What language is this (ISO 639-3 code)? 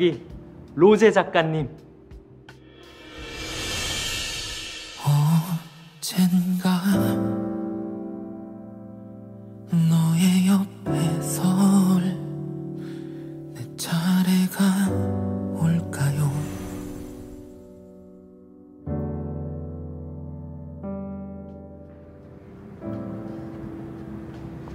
kor